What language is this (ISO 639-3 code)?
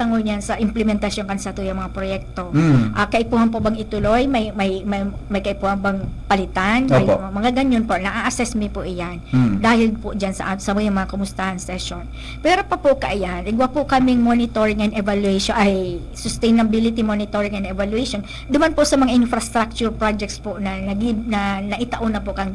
bik